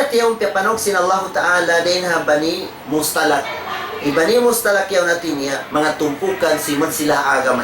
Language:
Tausug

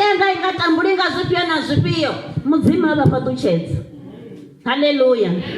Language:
Venda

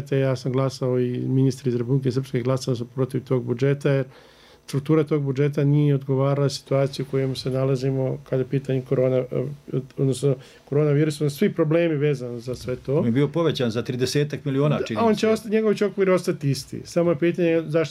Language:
Bosnian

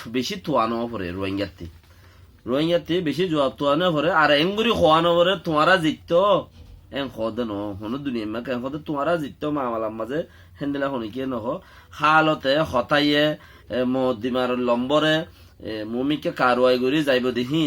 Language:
Rohingya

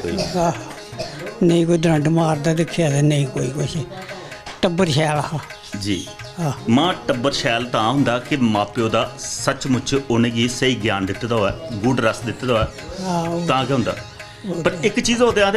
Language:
Dogri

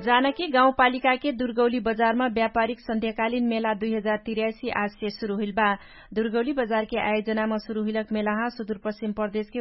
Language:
Dangaura Tharu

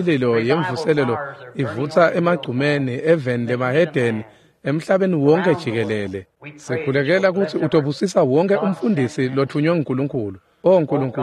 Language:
Swati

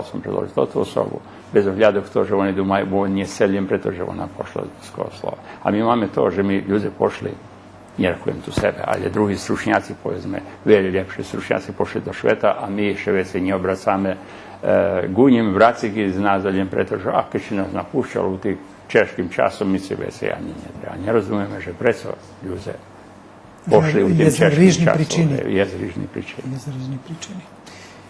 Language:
Rusyn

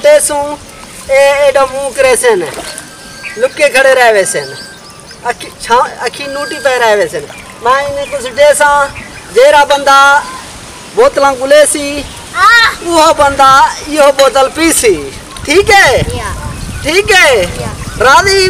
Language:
Saraiki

